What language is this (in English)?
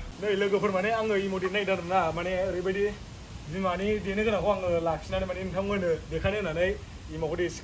Bodo